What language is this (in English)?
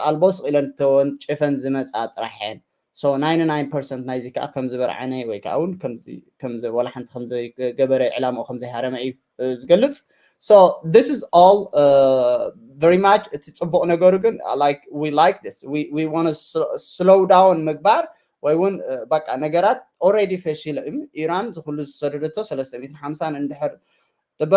Tigrinya